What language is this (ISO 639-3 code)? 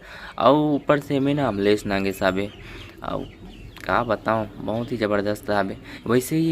hne